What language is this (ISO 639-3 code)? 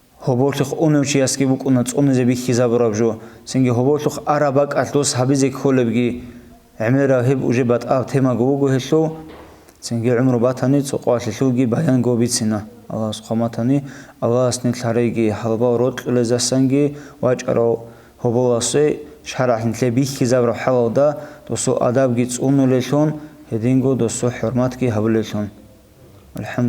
ava